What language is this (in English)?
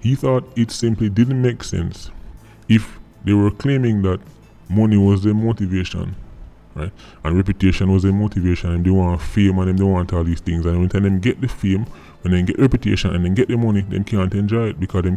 Jamaican Creole English